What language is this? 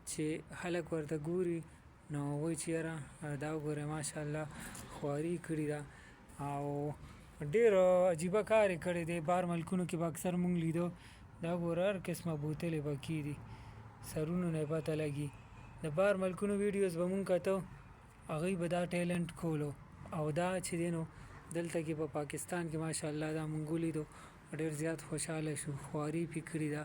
Pashto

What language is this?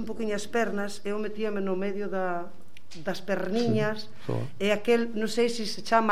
Galician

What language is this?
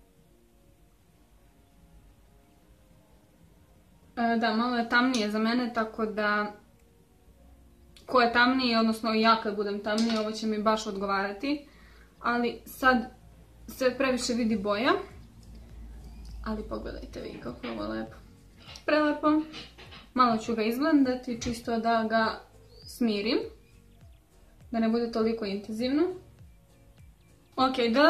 Serbian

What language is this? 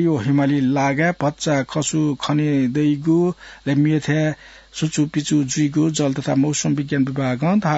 Newari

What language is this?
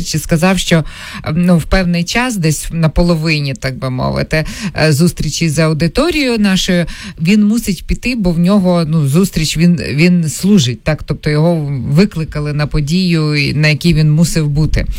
Ukrainian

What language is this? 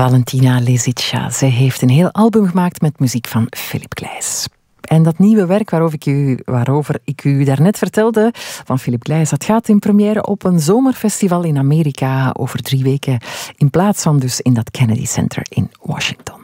Dutch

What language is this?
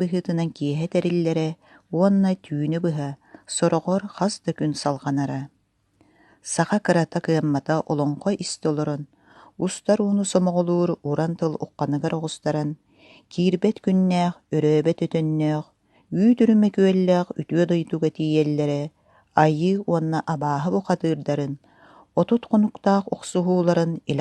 Yakut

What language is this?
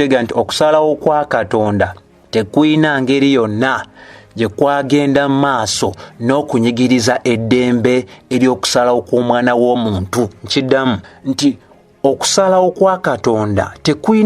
Ganda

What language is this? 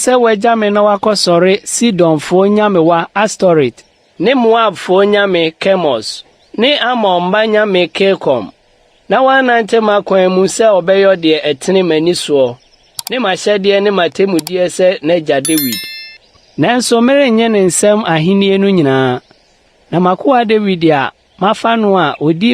Akan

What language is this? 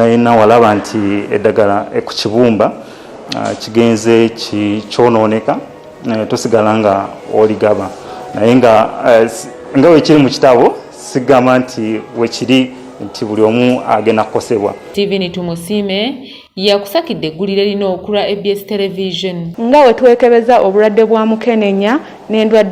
Ganda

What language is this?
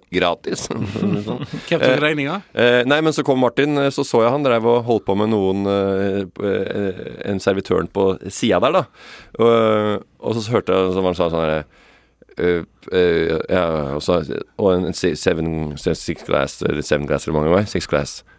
Norwegian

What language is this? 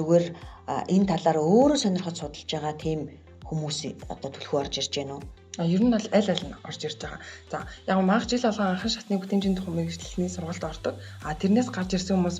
Mongolian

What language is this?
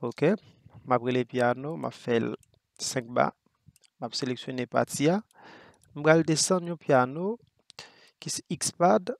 Haitian Creole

